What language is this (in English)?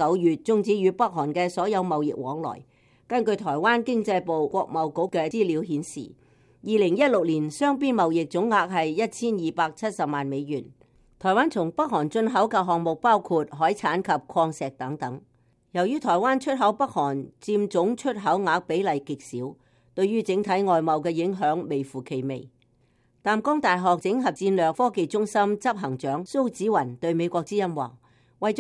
Cantonese